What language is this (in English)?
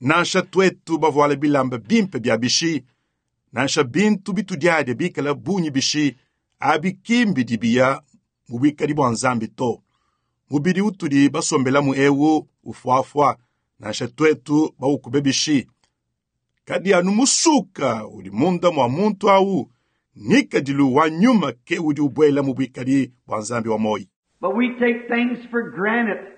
Luba-Lulua